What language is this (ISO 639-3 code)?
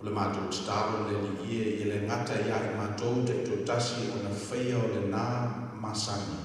smo